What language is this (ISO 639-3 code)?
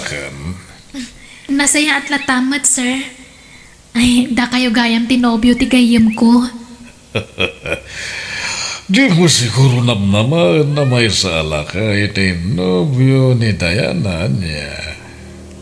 ilo